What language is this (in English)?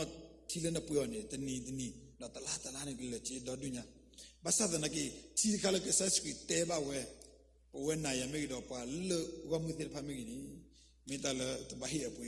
S'gaw Karen